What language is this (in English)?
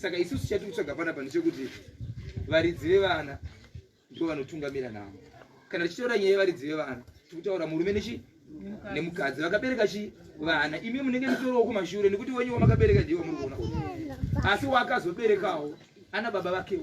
Shona